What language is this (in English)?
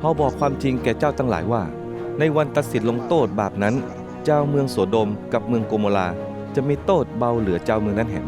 Northern Thai